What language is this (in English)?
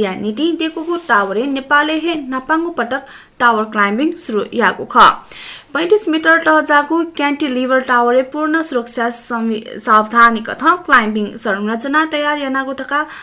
Newari